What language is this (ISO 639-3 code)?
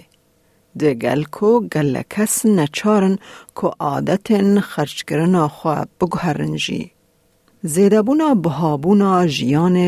kur